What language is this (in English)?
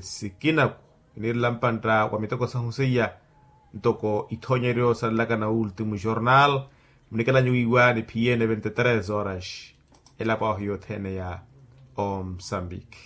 Makhuwa